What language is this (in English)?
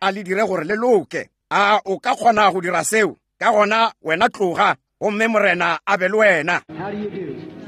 Northern Sotho